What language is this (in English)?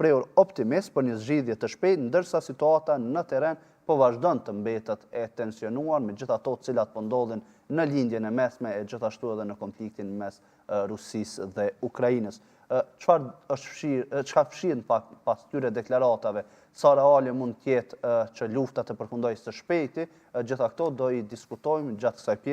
Albanian